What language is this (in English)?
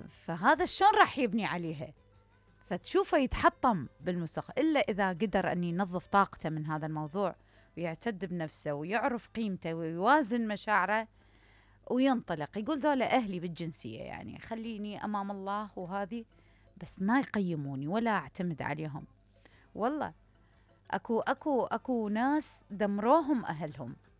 Mesopotamian Arabic